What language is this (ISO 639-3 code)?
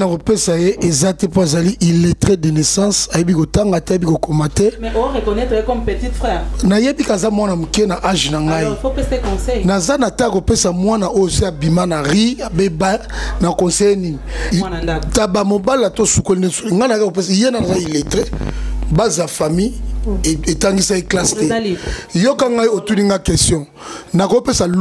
lin